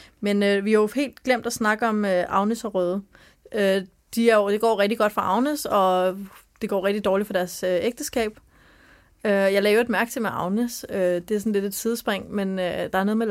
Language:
Danish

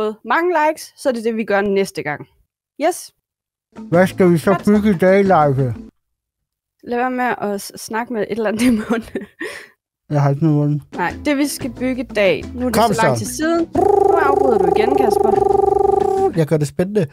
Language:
Danish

